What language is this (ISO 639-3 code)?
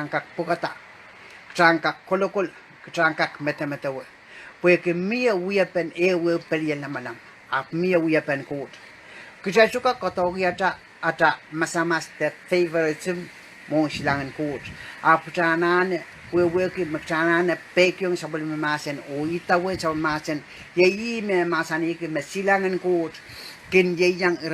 pon